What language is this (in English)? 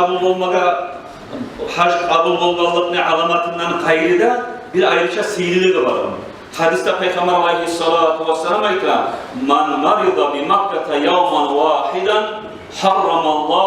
Kumyk